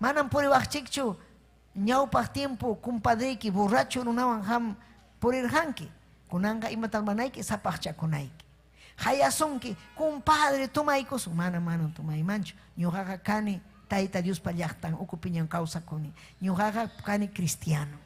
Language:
Ayacucho Quechua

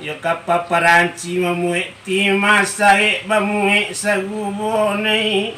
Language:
Minangkabau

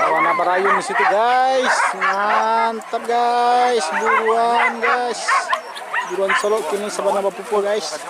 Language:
Minangkabau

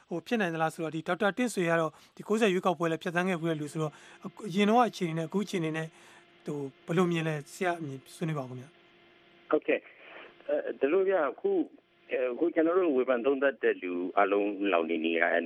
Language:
Burmese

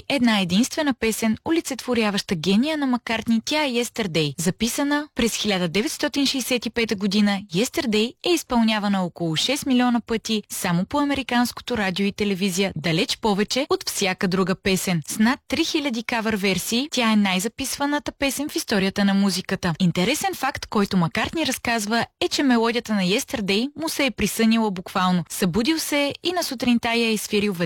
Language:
Bulgarian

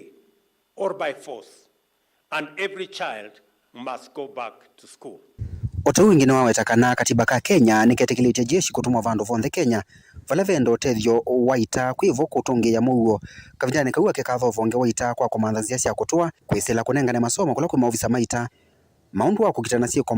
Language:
Kamba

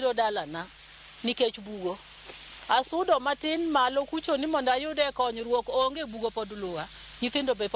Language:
Luo (Kenya and Tanzania)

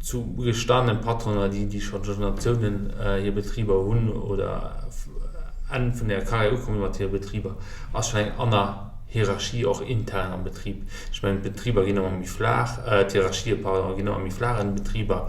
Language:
Luxembourgish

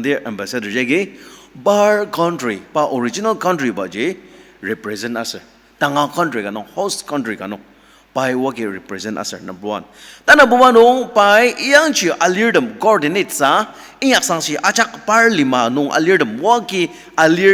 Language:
Ao Naga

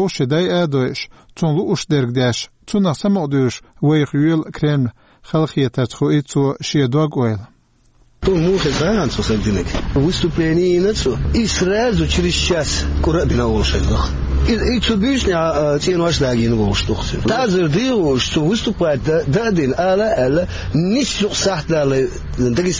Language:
Chechen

